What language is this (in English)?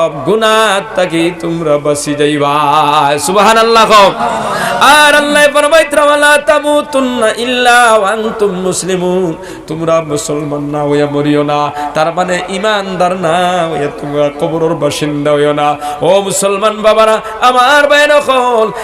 Sylheti